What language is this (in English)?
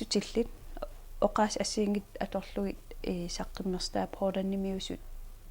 Kalaallisut